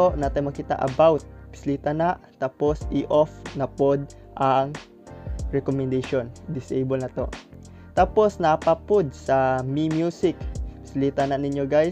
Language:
Cebuano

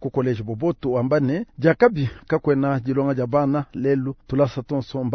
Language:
Luba-Lulua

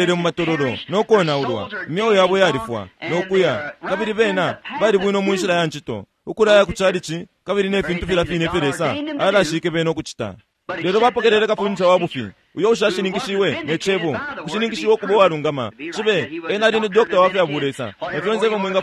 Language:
Bemba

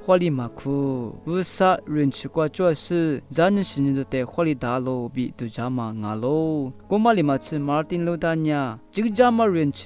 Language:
Lisu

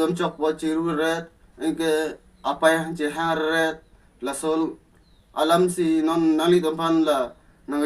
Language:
Karbi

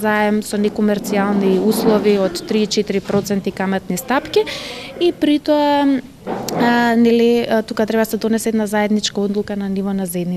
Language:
Macedonian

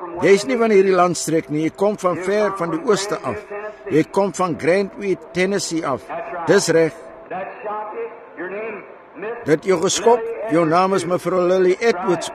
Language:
Afrikaans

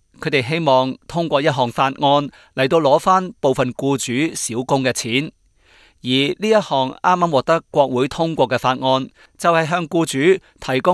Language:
Cantonese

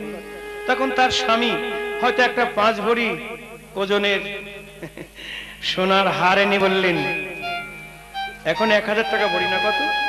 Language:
Bangla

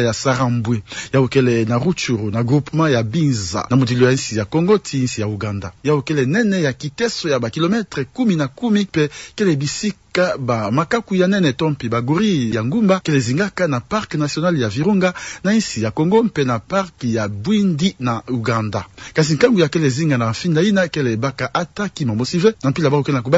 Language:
Kituba (Democratic Republic of Congo)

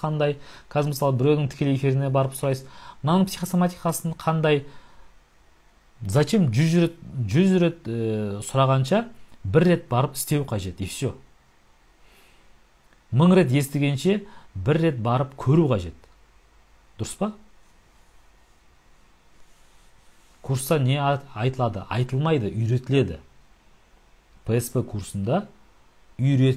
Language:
Kazakh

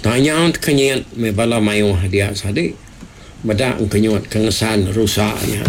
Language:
Iban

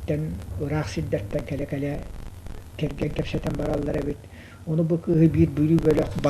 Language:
Yakut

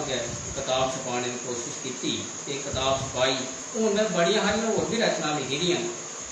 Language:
Dogri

